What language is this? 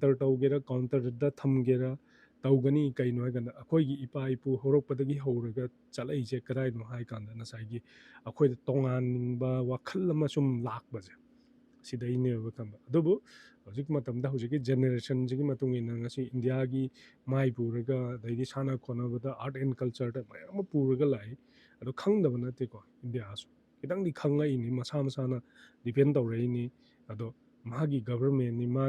Manipuri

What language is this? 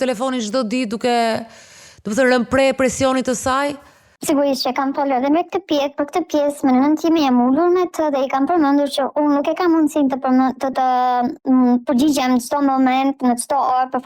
Albanian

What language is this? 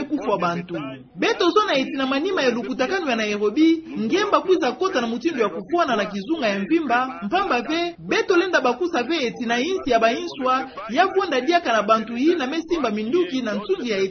Kituba (Democratic Republic of Congo)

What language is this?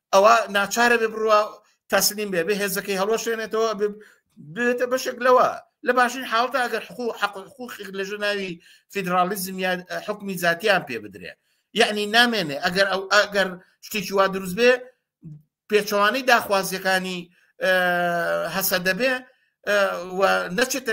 Central Kurdish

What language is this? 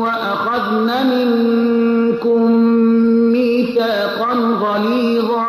Persian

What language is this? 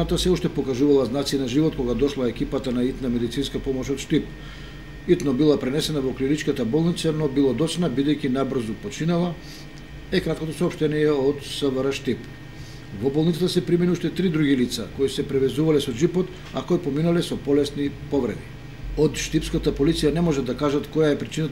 Macedonian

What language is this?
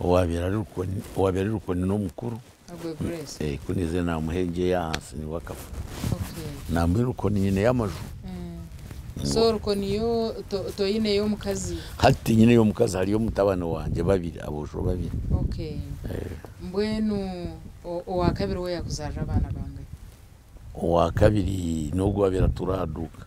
Nyankole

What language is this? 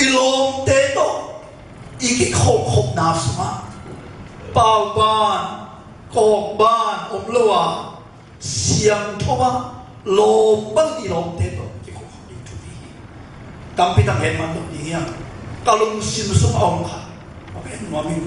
Tedim Chin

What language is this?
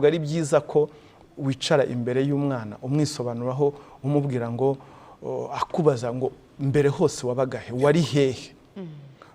Kinyarwanda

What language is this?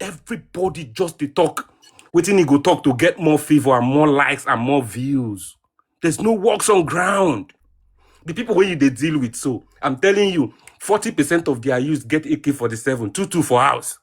Nigerian Pidgin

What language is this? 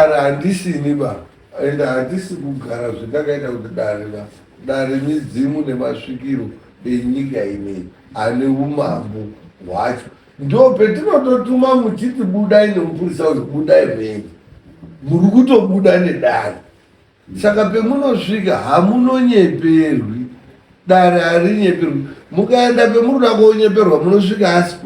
Shona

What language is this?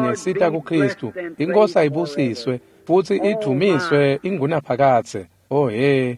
Swati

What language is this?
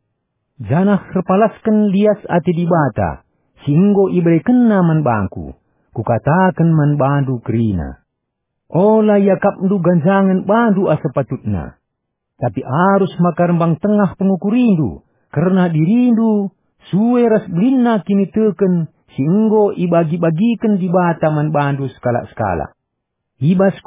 Batak Karo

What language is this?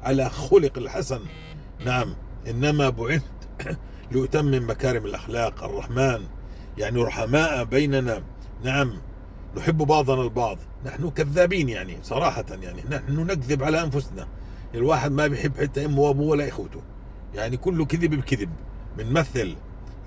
North Levantine Arabic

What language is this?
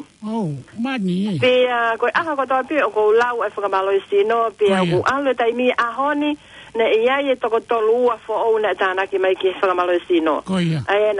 Tongan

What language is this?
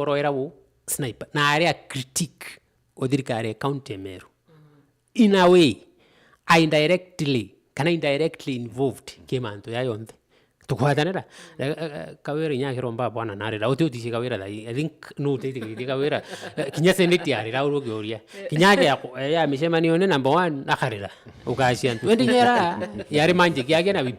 Meru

